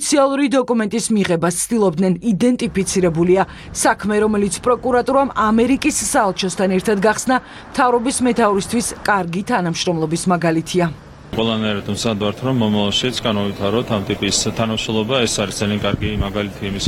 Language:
Georgian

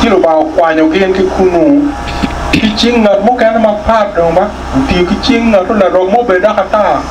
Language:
Acoli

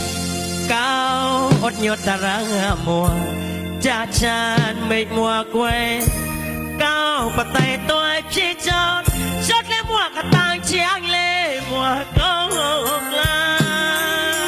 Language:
Vietnamese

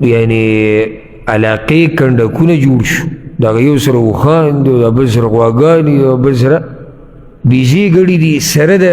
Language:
Pashto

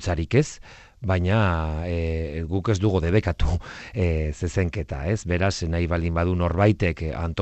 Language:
Basque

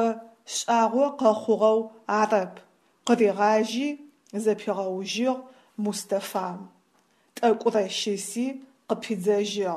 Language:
Adyghe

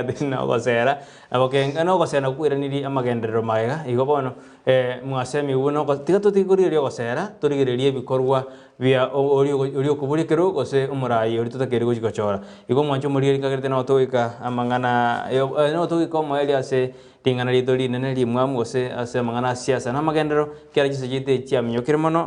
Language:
Gusii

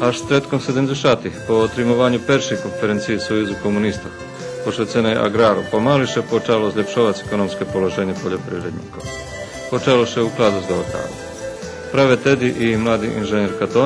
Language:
Rusyn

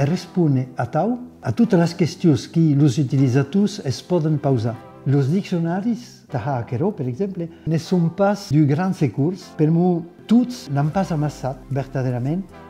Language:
Occitan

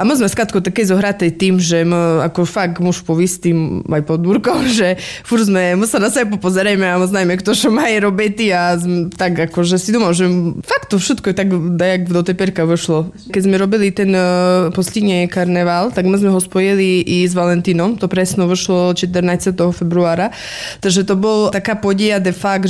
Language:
Slovak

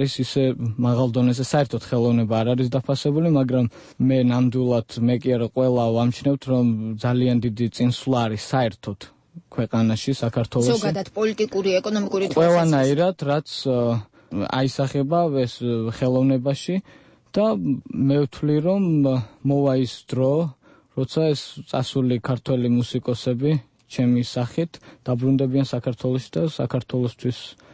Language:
Georgian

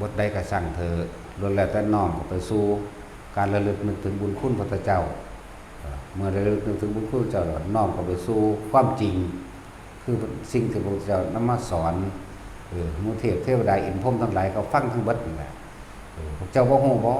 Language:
Northeastern Thai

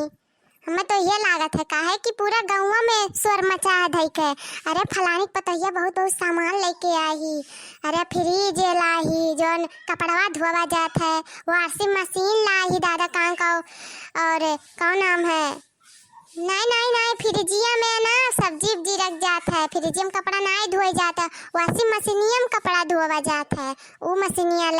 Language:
Awadhi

